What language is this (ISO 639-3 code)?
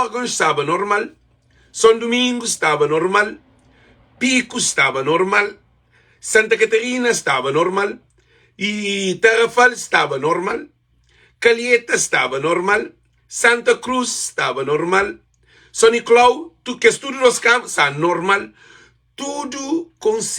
kea